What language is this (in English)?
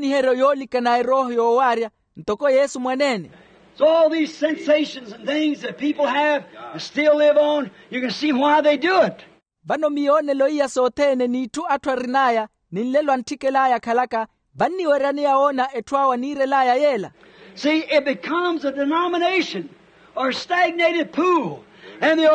Makhuwa